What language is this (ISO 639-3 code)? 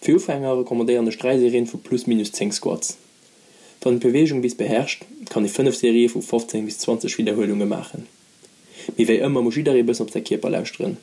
ltz